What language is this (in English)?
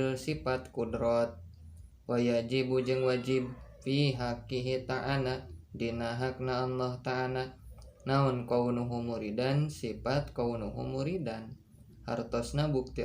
Sundanese